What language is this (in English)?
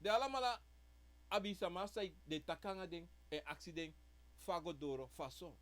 Sranan Tongo